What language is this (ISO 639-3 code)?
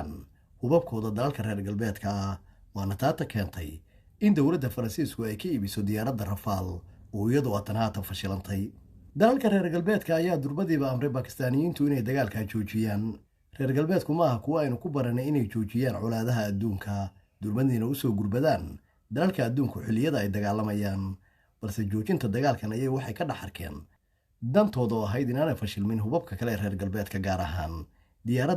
som